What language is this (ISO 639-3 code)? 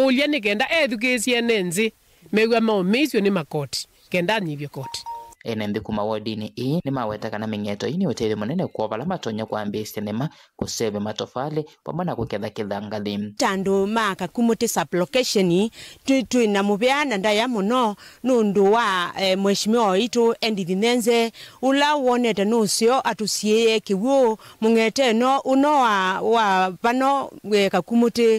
kam